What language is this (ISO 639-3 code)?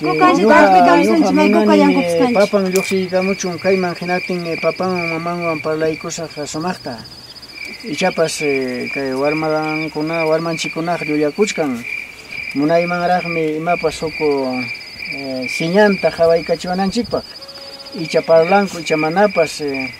quy